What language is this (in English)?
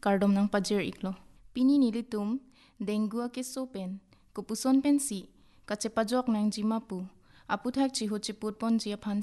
Karbi